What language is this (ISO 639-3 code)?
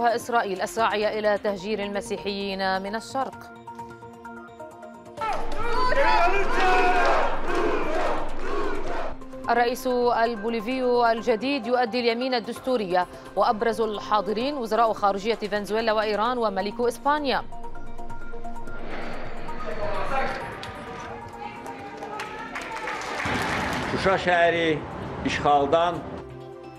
ara